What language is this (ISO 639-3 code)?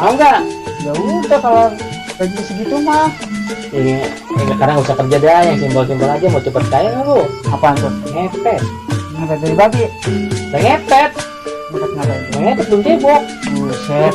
bew